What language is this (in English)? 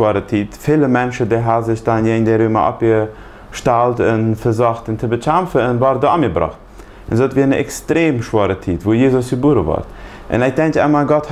Plautdietsch